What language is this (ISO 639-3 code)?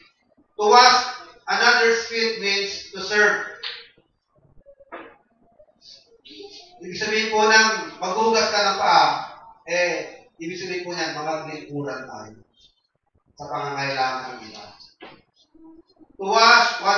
fil